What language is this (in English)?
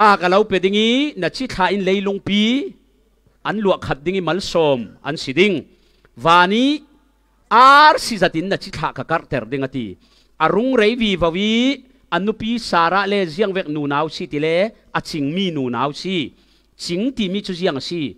Falam Chin